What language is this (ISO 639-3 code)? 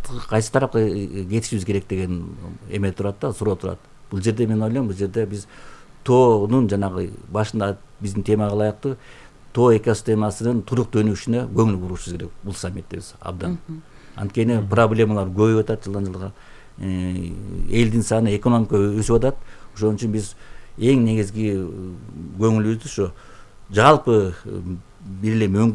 kir